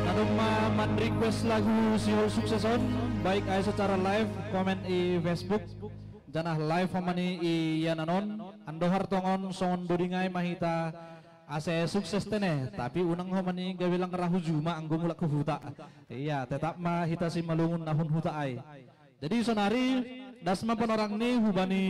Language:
Batak Simalungun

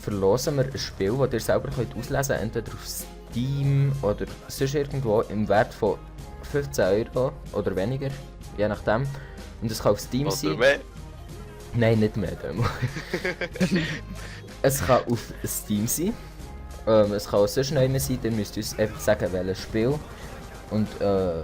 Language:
Swiss German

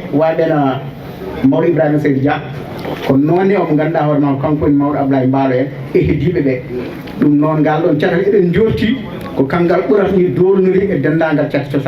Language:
Fula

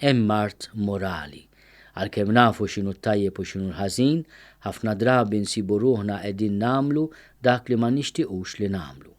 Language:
Maltese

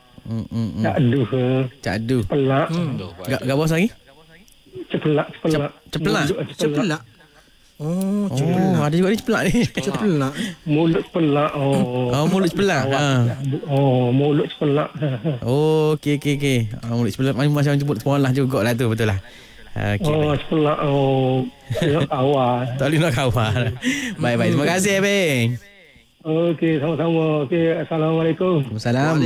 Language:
Malay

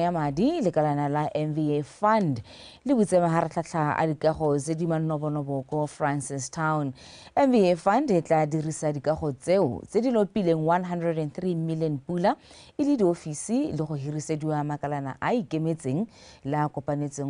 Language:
Tswana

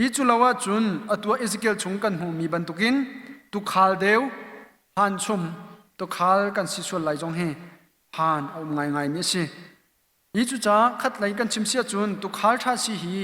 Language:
Hakha Chin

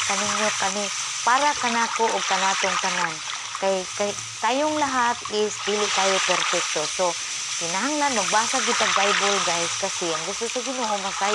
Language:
Cebuano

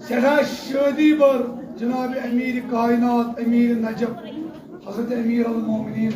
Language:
Kashmiri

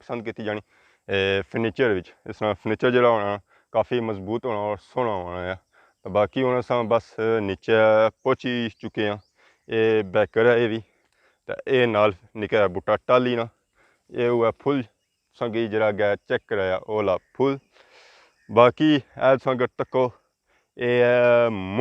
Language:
Pahari-Potwari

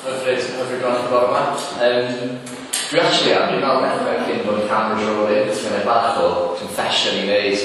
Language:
Welsh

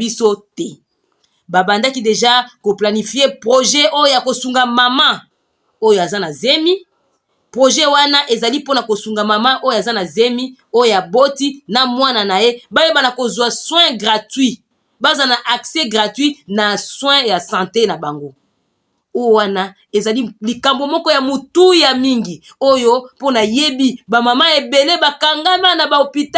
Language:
Lingala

